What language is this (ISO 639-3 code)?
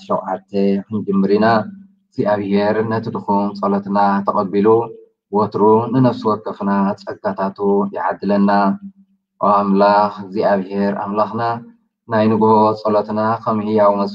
tir